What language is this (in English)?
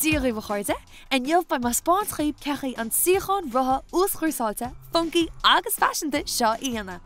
Irish